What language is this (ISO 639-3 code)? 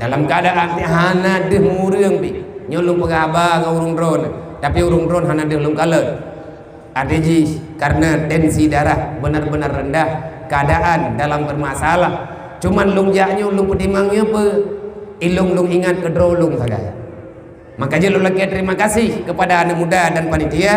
ace